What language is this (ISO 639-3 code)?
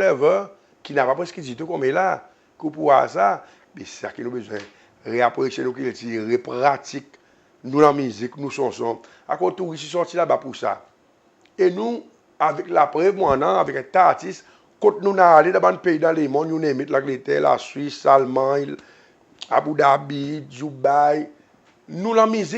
crs